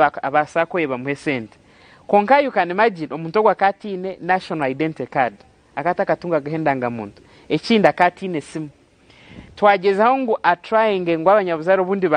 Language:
Nyankole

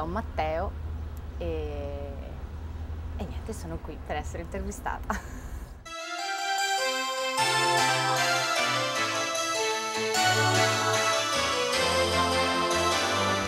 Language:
Italian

